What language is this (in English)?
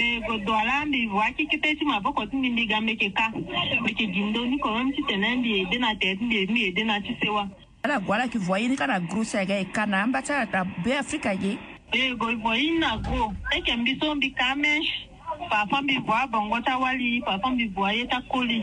Sango